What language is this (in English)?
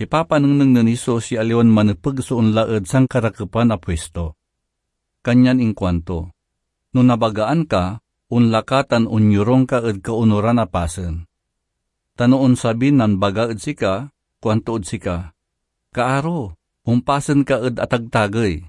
Pangasinan